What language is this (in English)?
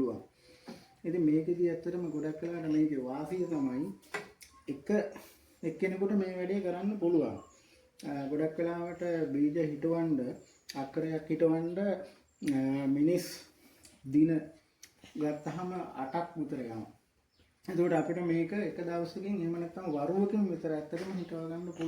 Sinhala